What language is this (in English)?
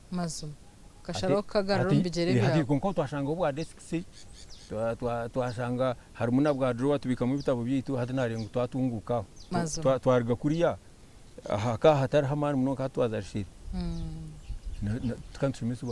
Nyankole